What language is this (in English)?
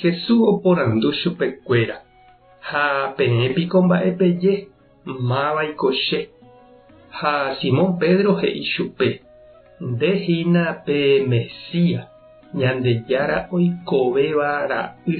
Guarani